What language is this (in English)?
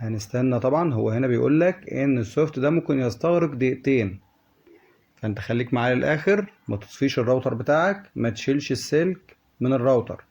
Egyptian Arabic